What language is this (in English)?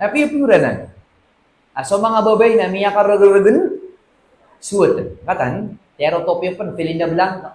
Maranao